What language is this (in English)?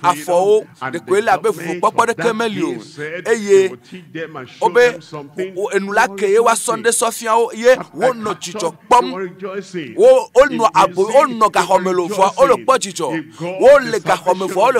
Ewe